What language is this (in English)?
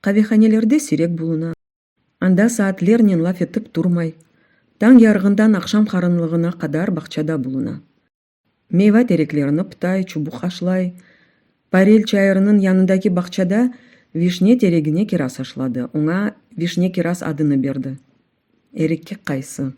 Crimean Tatar